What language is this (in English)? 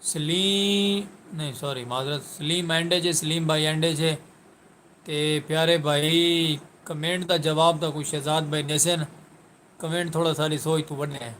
Saraiki